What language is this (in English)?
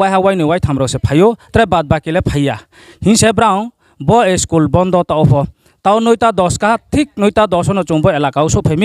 Riang (India)